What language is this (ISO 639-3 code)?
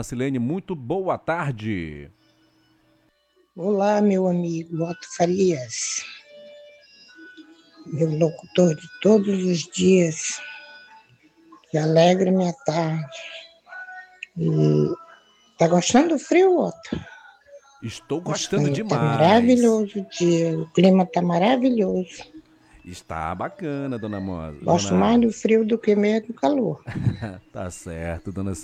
por